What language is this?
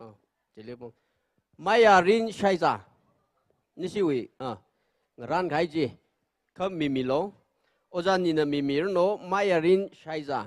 Tangkhul Naga (India)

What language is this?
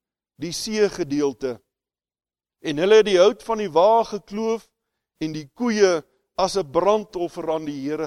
Afrikaans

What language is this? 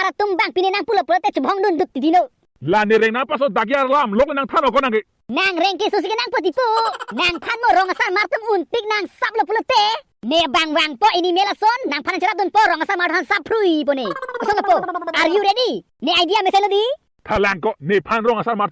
Karbi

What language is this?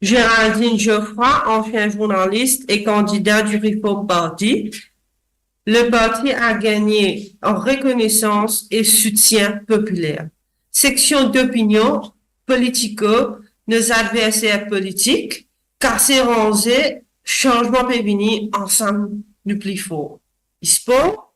Morisyen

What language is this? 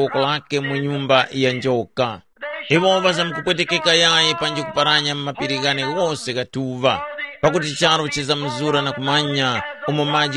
Tumbuka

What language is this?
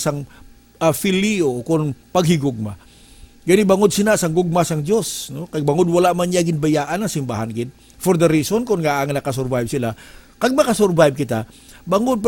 Hiligaynon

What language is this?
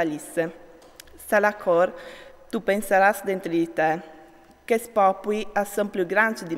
Friulian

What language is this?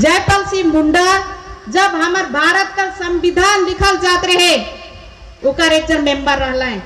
Sadri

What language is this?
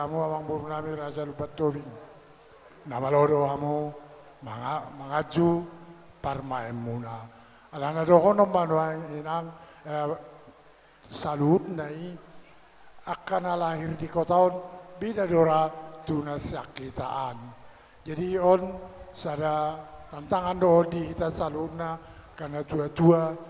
Batak Toba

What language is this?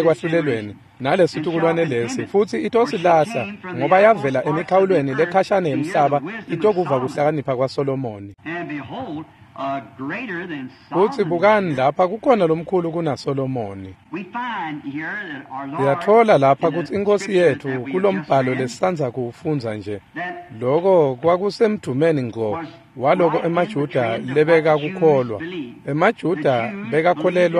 Swati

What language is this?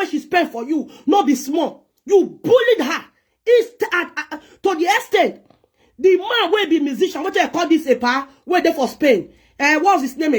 Nigerian Pidgin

